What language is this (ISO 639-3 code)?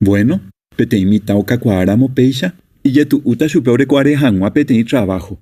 grn